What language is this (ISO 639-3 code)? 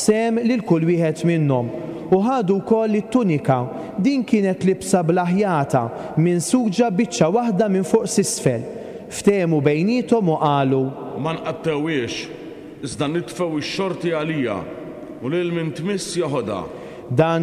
mlt